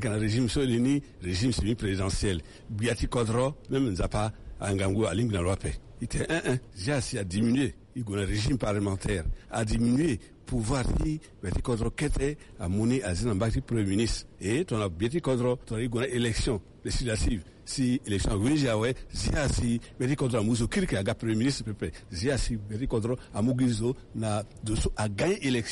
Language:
Sango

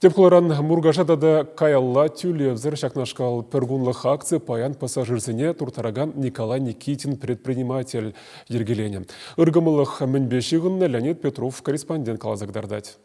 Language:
Chuvash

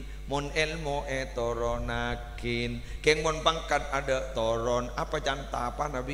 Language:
Madurese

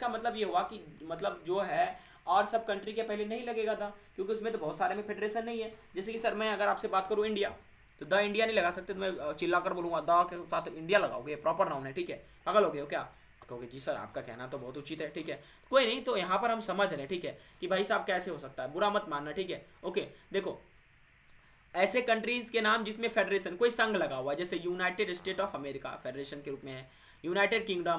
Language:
Hindi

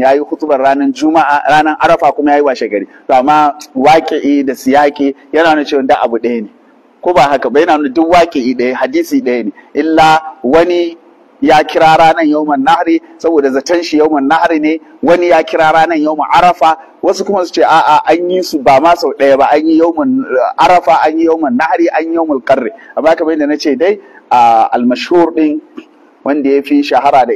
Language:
Hausa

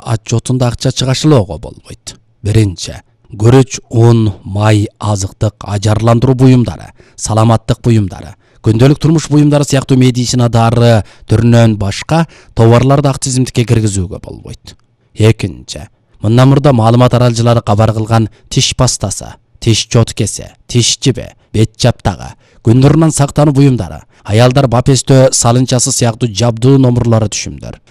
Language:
Kyrgyz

